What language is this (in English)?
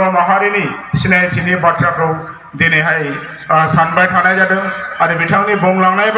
Bodo